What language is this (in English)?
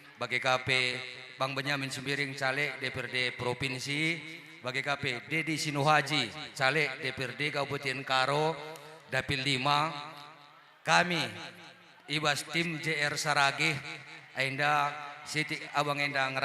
Batak Karo